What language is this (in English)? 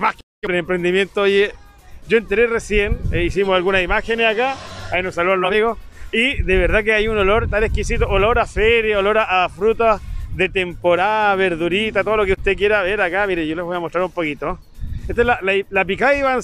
Spanish